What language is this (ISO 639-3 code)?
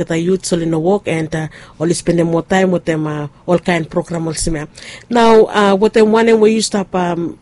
bis